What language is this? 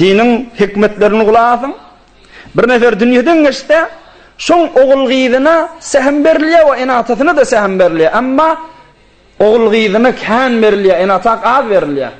Turkmen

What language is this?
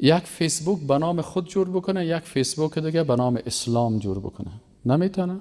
Persian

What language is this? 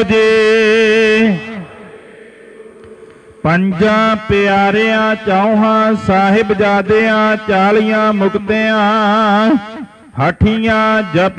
Punjabi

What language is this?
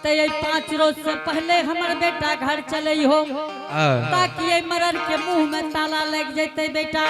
Angika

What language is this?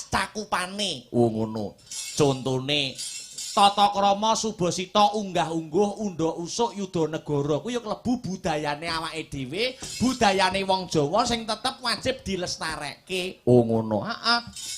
Javanese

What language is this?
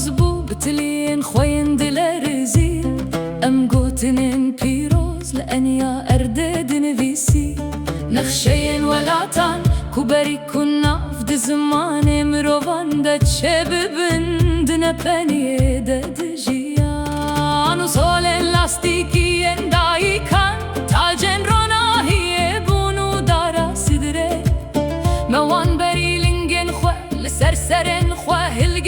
Kurdish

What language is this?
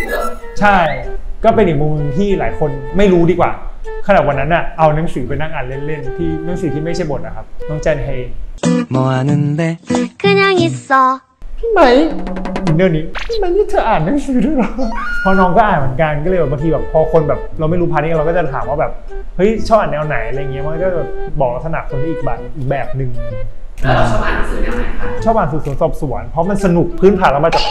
Thai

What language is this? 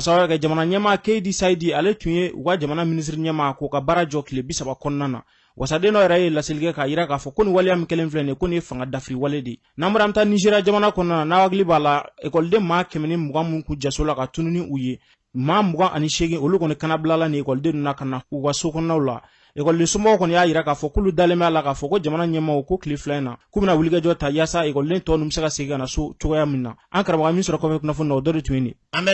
Bambara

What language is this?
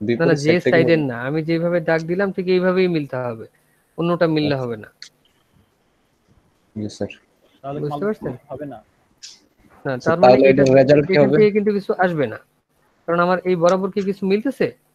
Bangla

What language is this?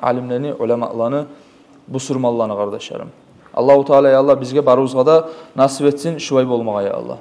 Kumyk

